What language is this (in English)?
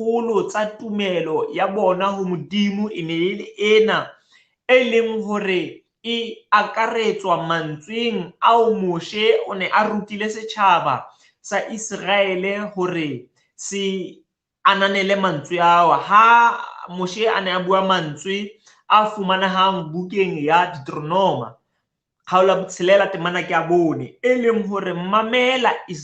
Southern Sotho